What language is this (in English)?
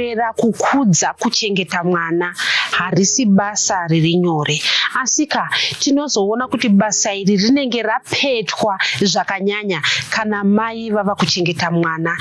Shona